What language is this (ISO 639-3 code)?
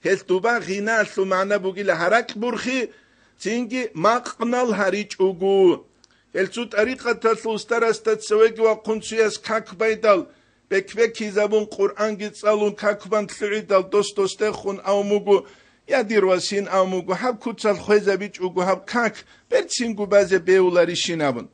ava